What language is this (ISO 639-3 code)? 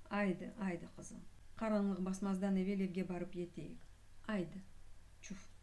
crh